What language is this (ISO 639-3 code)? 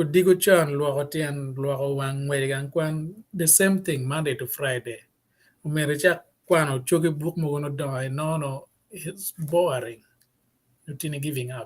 ach